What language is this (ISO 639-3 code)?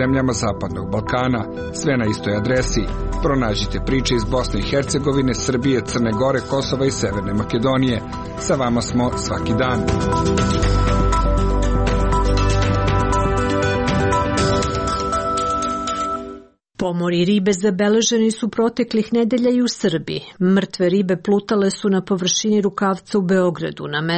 srp